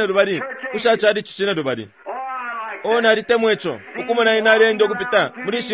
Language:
Bemba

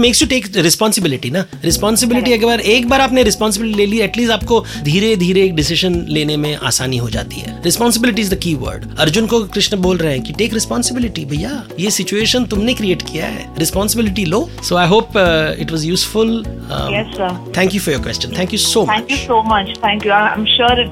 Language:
Hindi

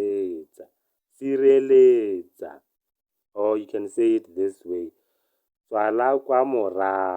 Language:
Tswana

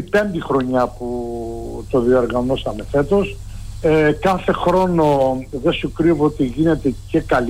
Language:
Greek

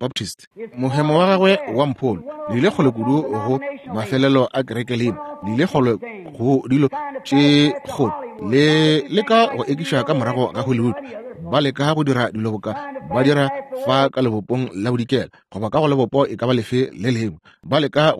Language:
Northern Sotho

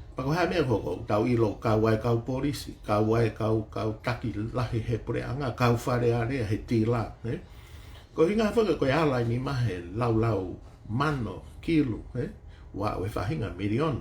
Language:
Tongan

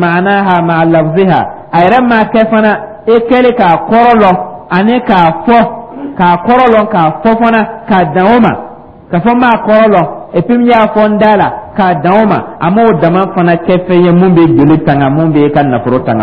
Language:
Dyula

